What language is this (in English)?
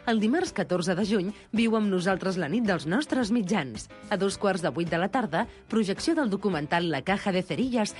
Catalan